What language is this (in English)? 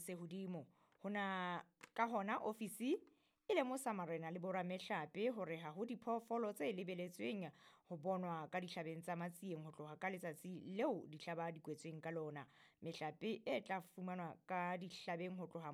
Southern Sotho